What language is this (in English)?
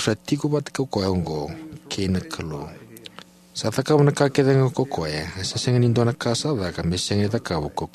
Fijian